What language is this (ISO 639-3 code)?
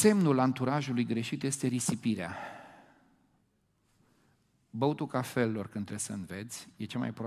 ron